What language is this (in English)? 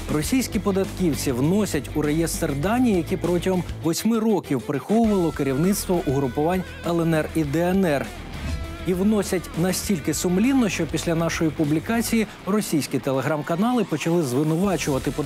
Ukrainian